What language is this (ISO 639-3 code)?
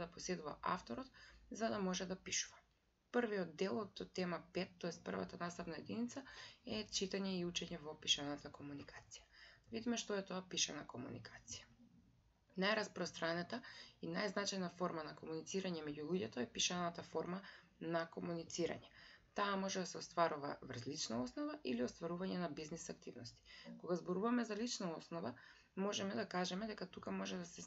mkd